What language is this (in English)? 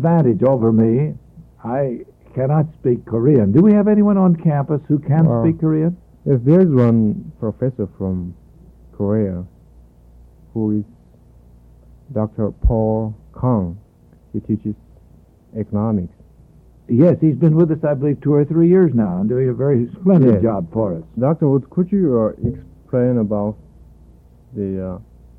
English